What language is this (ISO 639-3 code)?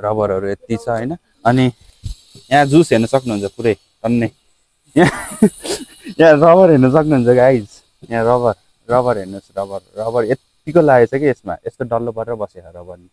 nep